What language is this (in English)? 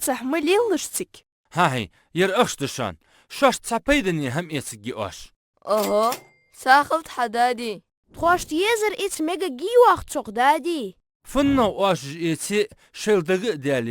Ingush